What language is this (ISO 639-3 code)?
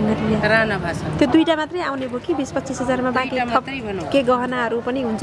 nep